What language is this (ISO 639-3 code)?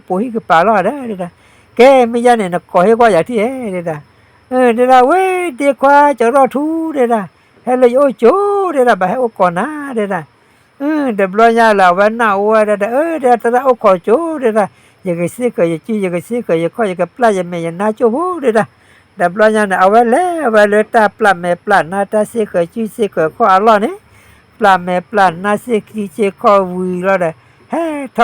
ksw